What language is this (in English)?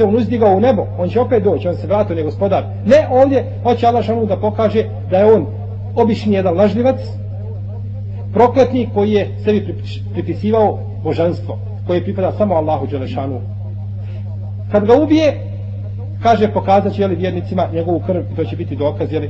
Bosnian